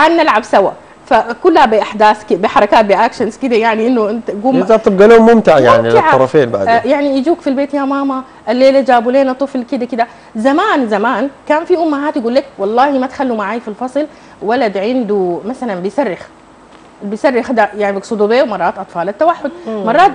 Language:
Sudanese Arabic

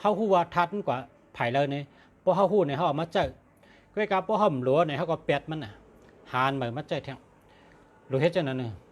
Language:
Shan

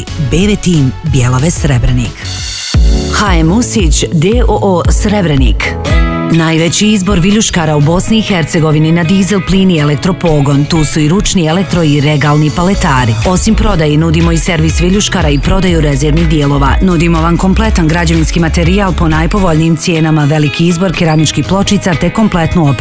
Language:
Bosnian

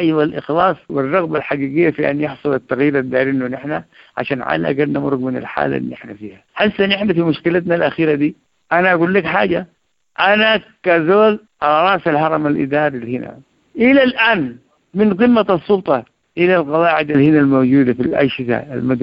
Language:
Sudanese Arabic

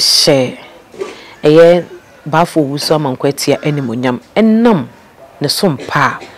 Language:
Akan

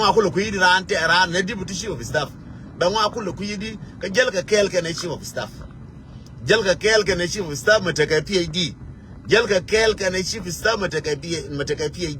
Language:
Nuer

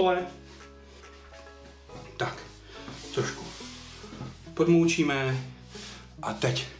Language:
Czech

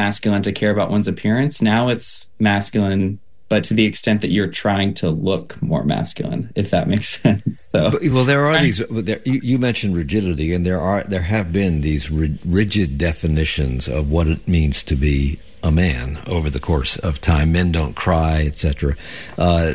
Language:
English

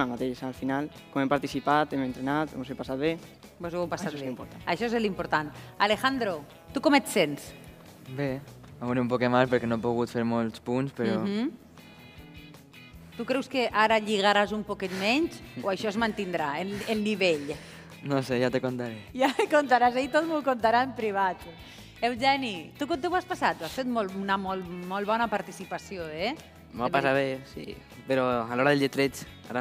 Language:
Catalan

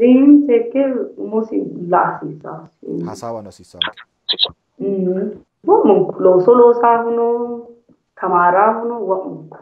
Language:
Sidamo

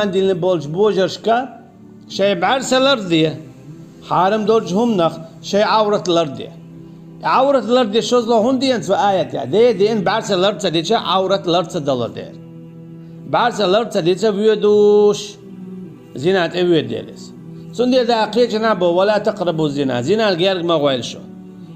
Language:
Chechen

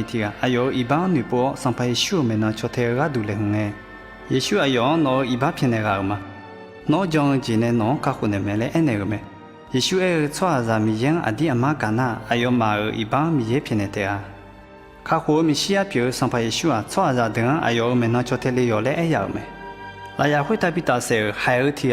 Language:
Akha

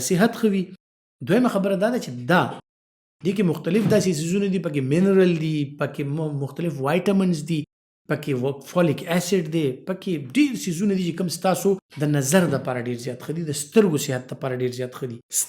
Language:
Pashto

